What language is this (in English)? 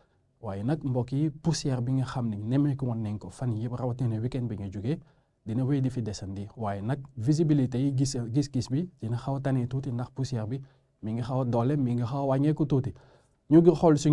Wolof